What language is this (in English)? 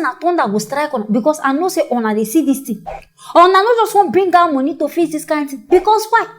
Nigerian Pidgin